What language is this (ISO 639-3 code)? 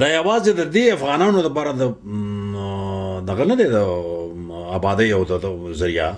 pus